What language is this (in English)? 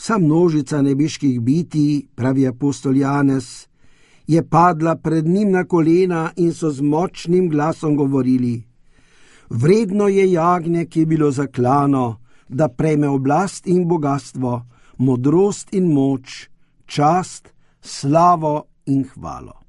Slovenian